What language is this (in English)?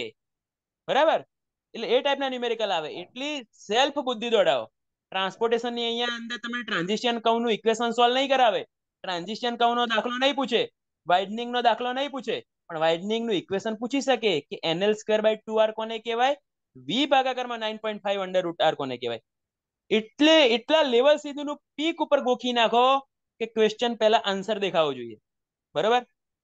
Gujarati